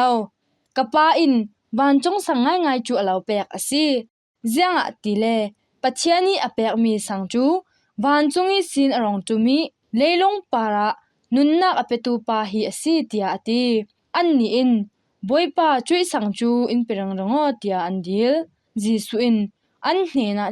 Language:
Falam Chin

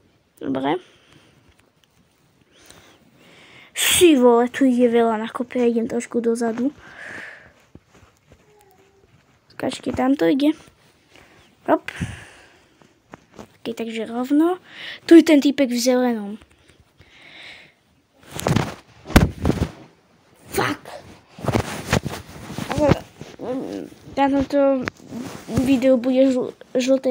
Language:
Slovak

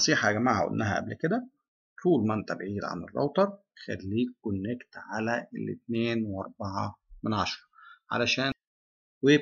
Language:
Egyptian Arabic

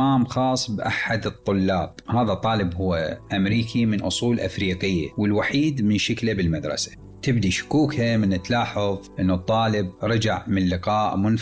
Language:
Mesopotamian Arabic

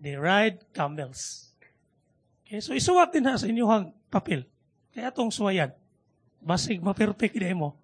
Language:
Cebuano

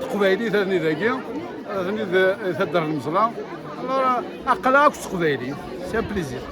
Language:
Kabyle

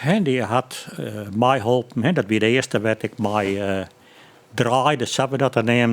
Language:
Western Frisian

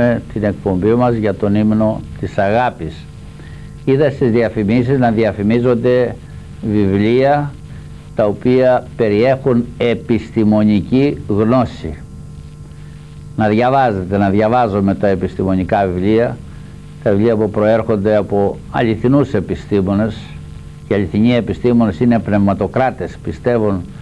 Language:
Greek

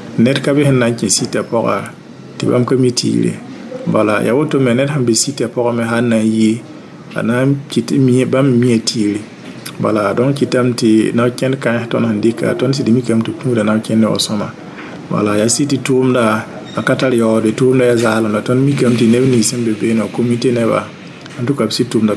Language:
Mossi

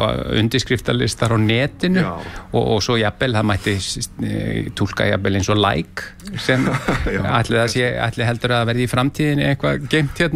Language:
Icelandic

